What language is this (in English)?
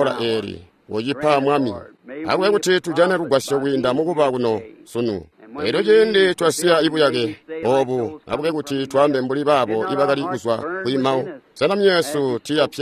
Tonga (Zambia)